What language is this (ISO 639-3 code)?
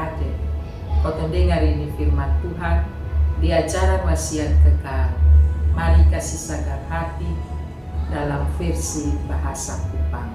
mkn